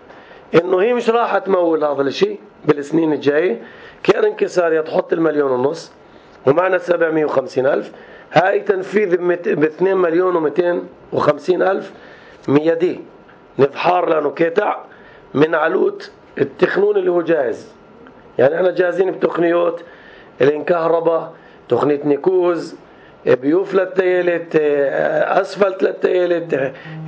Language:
North Levantine Arabic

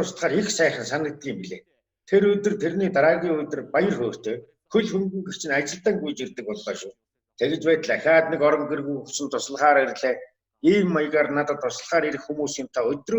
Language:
Mongolian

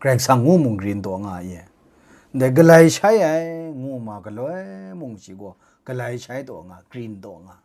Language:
Kachin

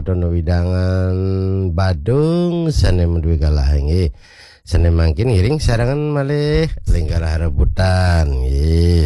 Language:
Balinese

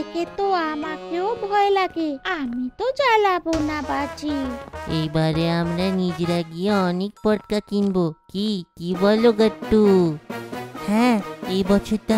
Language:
Bangla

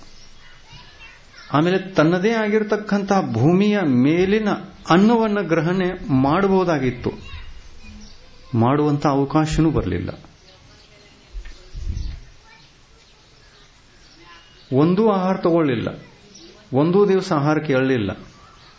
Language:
Kannada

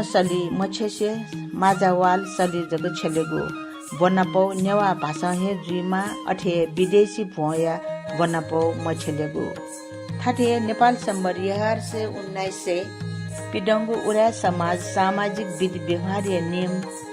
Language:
Newari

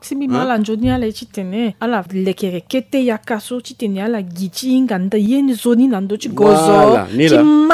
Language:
Sango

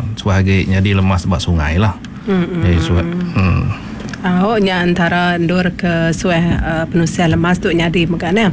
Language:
Iban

